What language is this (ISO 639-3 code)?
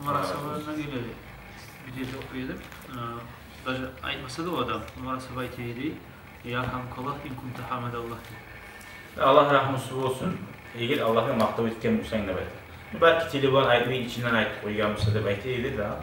kum